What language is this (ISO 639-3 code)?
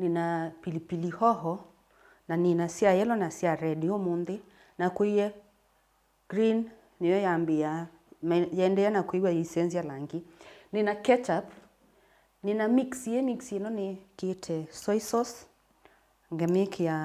kam